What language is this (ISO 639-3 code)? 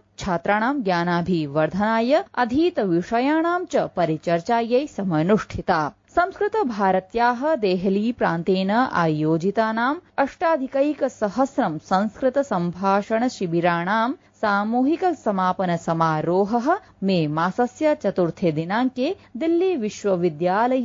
san